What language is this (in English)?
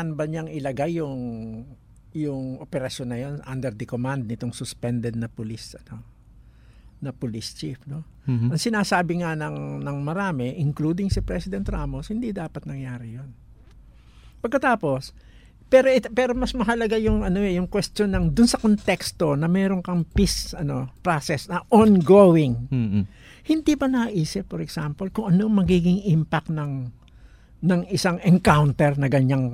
Filipino